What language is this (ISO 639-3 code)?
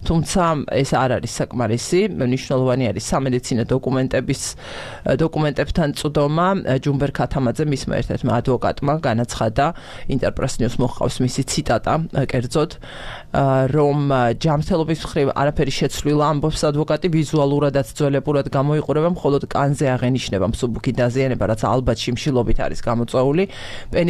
kat